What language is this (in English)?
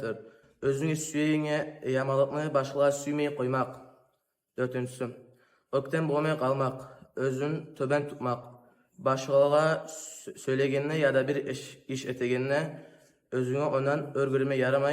Kumyk